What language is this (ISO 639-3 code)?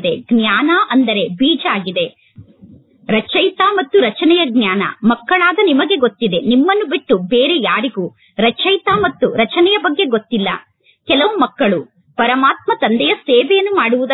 kan